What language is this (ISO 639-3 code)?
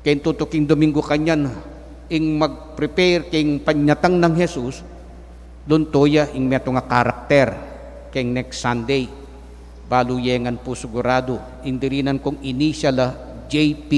pam